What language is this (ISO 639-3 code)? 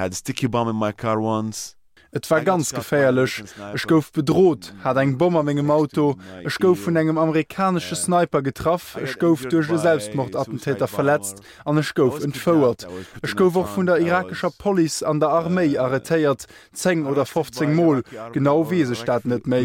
ltz